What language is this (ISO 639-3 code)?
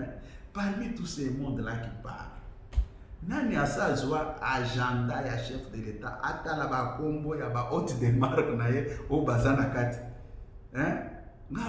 lin